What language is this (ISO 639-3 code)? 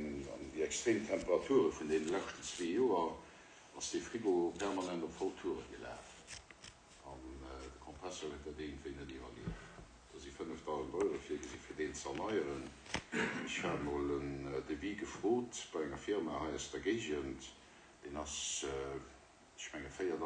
ltz